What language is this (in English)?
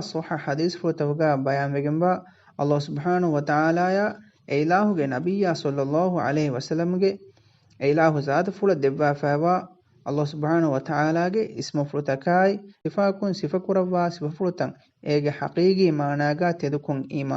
Divehi